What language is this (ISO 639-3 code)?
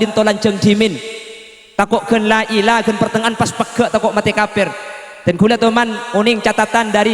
mad